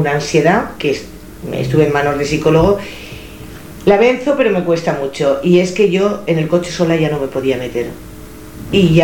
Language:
Spanish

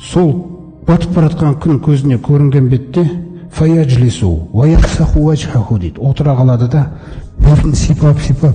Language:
Kazakh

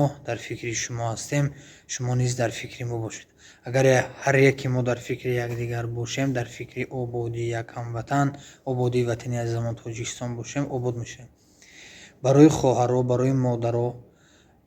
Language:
Tajik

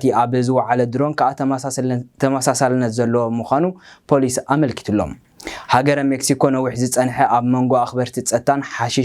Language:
Tigrinya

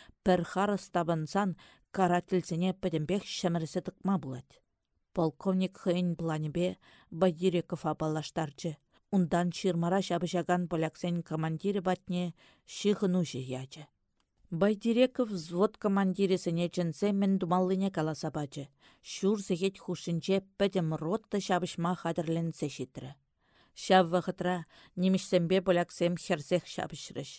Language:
Chuvash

